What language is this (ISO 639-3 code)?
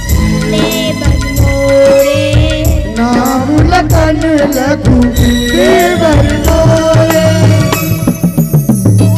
hin